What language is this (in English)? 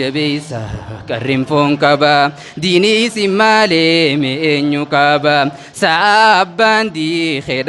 Oromo